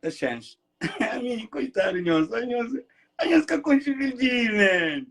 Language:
Kabuverdianu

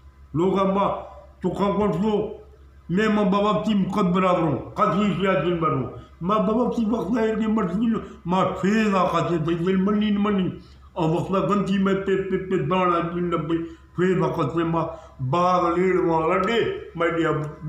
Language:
Eastern Balochi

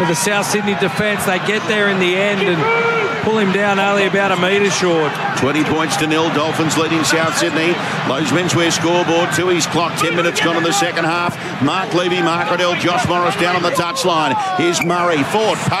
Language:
English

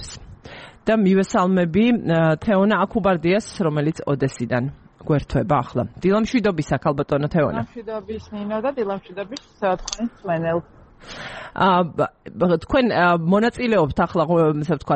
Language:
Georgian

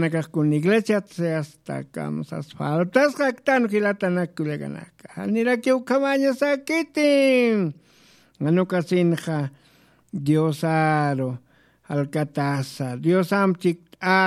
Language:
Aymara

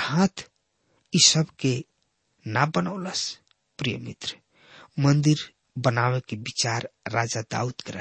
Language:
Bhojpuri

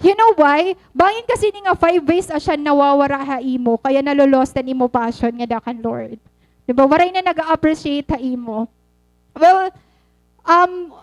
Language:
Waray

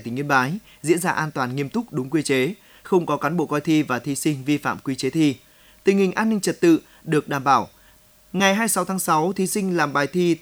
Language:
Vietnamese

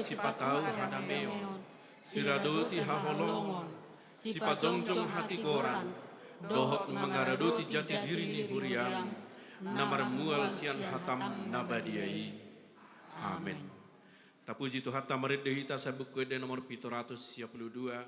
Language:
Batak Toba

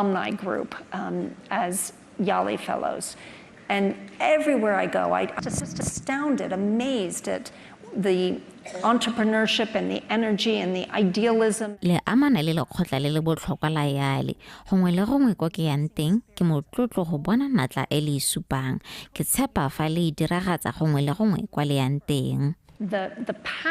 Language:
Tswana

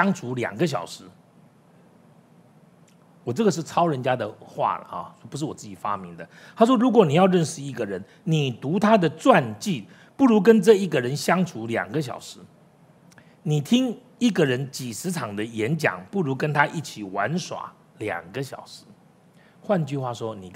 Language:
Chinese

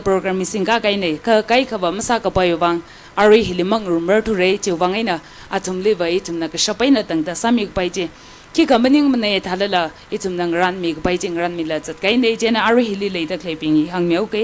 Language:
Tangkhul Naga (India)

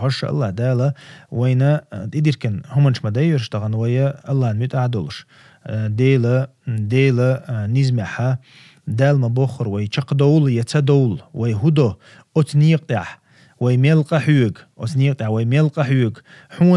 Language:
Chechen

